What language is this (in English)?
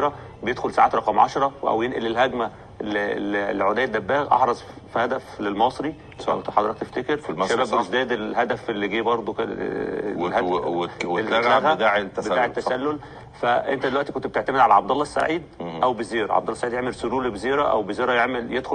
Egyptian Arabic